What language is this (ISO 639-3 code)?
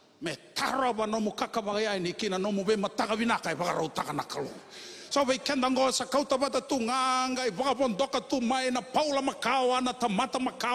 fij